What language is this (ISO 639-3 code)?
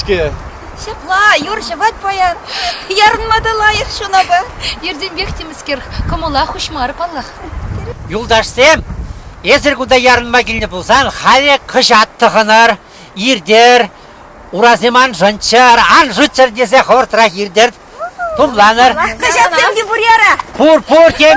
chv